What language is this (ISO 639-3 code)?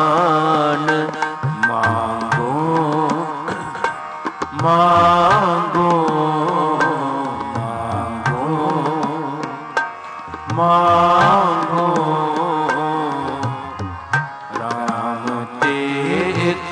pan